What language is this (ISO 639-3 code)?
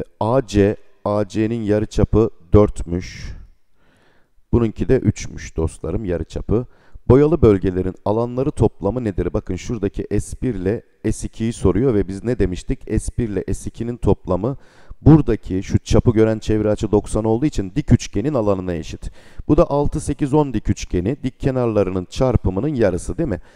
tur